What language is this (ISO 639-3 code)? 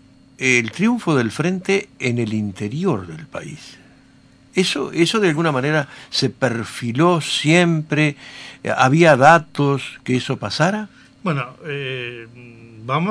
spa